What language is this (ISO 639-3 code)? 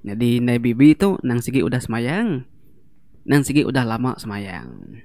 iba